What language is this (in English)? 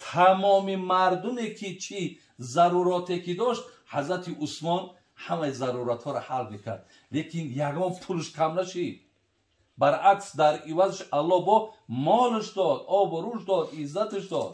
Tajik